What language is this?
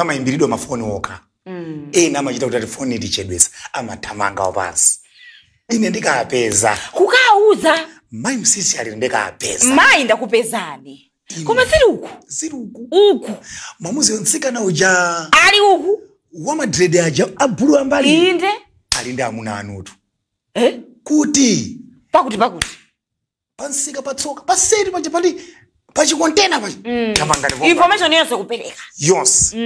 Nyanja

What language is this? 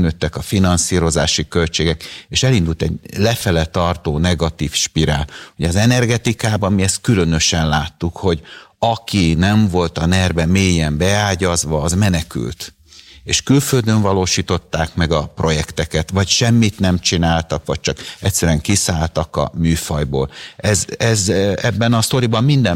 Hungarian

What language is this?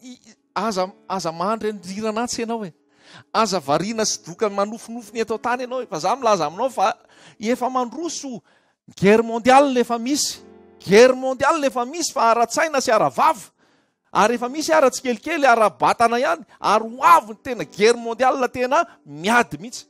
Malagasy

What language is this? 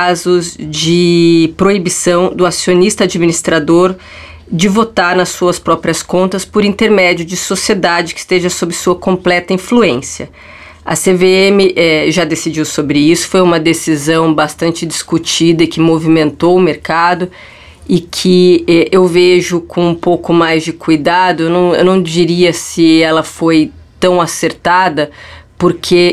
Portuguese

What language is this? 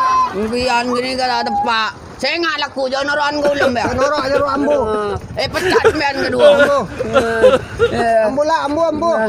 Madurese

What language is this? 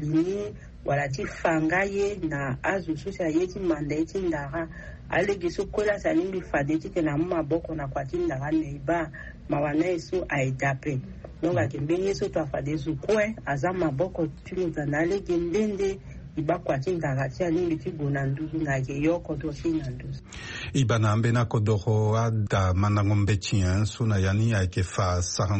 Sango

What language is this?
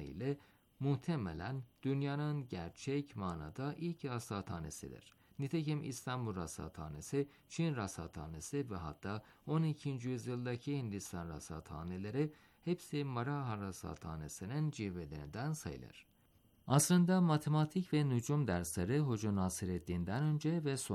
Turkish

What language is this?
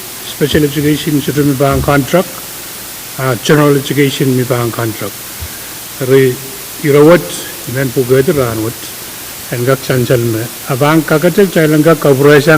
Pohnpeian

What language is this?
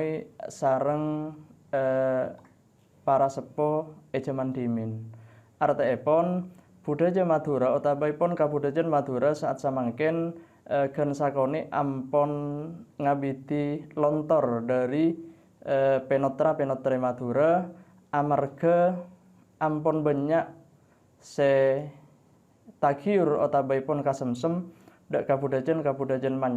Madurese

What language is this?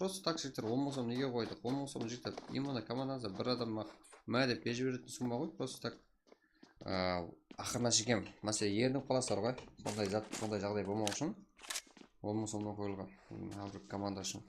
Kara-Kalpak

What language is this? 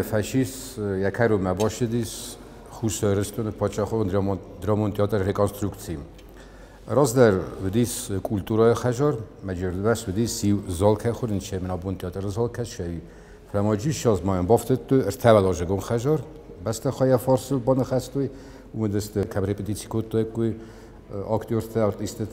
Ossetic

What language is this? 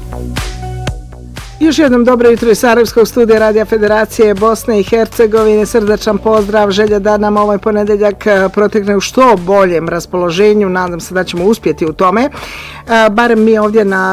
Bosnian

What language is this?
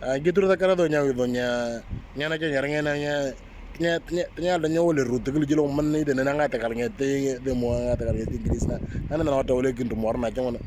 Moro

